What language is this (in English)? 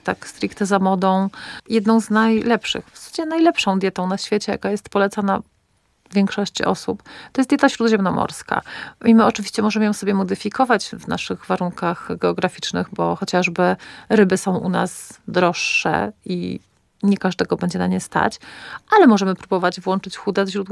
Polish